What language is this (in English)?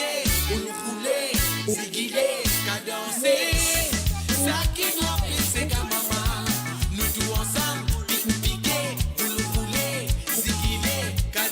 Morisyen